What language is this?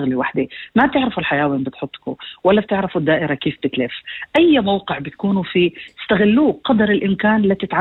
North Levantine Arabic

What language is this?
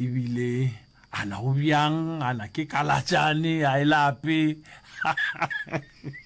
Northern Sotho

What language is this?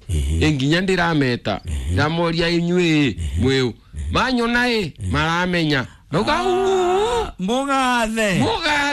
Kikuyu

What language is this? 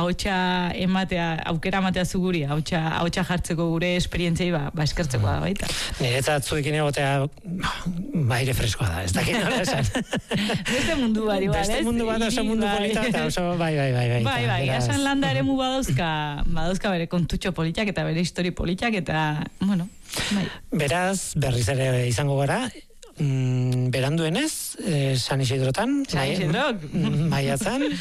Basque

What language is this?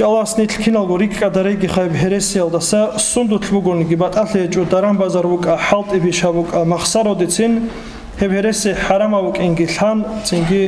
Avaric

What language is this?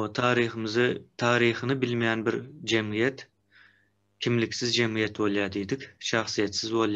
Turkmen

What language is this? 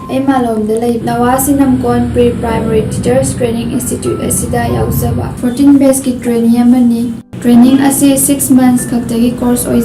Manipuri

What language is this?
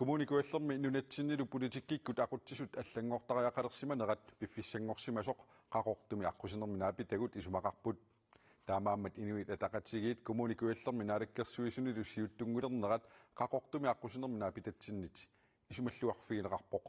Kalaallisut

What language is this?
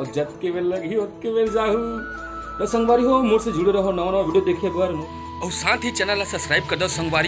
Chhattisgarhi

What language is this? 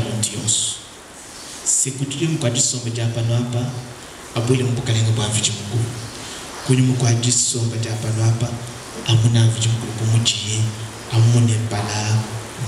Luba-Lulua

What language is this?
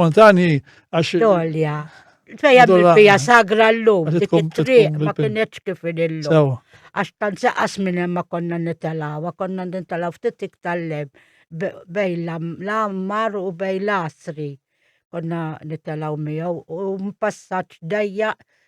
Maltese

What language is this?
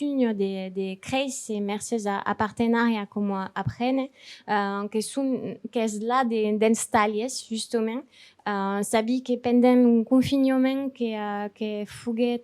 Occitan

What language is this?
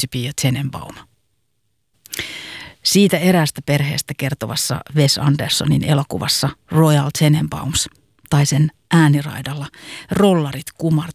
Finnish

